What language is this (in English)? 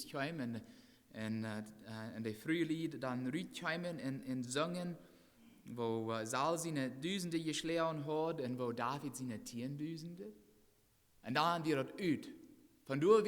Plautdietsch